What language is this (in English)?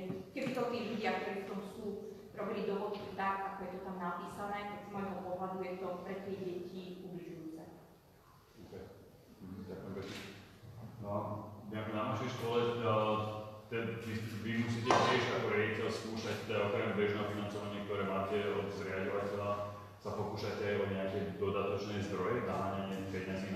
Slovak